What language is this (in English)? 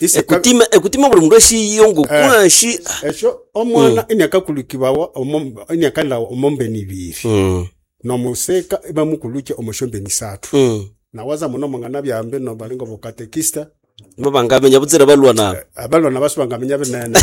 Nande